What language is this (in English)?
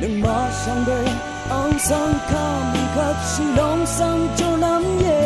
Rawang